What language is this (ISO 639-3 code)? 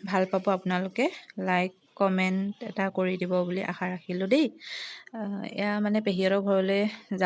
asm